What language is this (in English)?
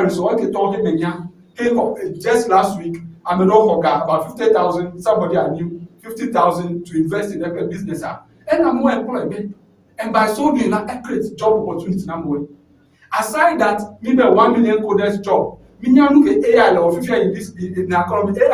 Ewe